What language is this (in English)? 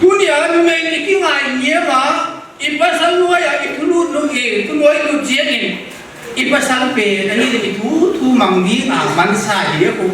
Tedim Chin